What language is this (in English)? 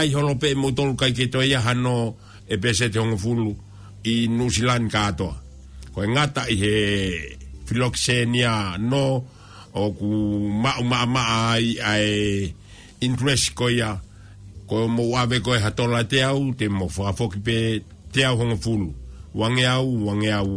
Tongan